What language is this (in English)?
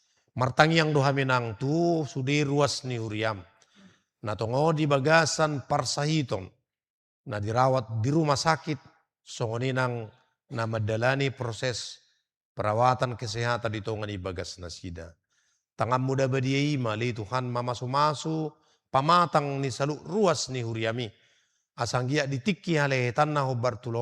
Batak Toba